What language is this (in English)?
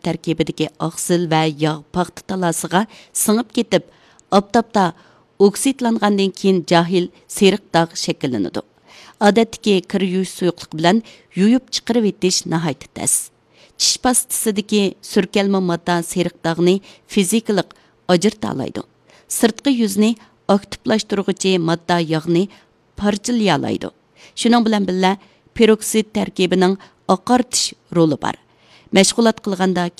Uyghur